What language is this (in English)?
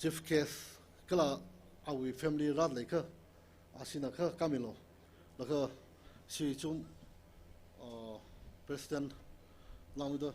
Tangkhul Naga (India)